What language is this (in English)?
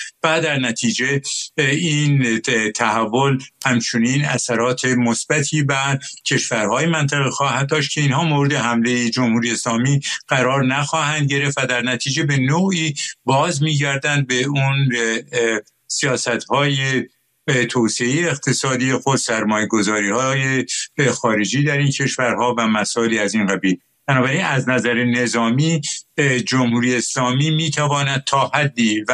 Persian